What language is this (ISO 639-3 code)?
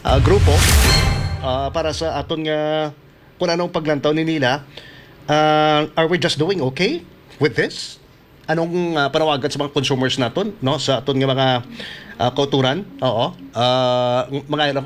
hil